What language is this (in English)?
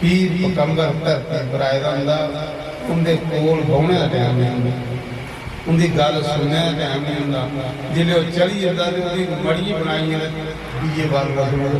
Dogri